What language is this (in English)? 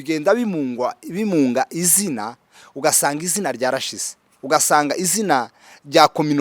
Kinyarwanda